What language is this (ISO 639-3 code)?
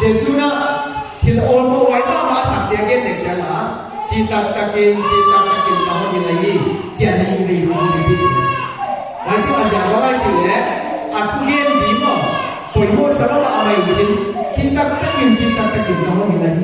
pck